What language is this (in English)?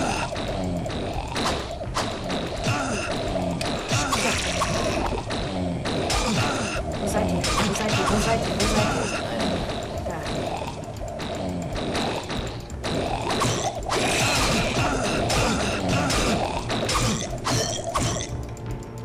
German